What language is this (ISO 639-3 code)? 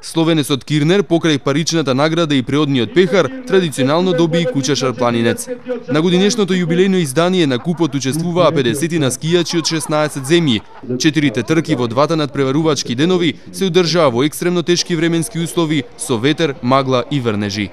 mkd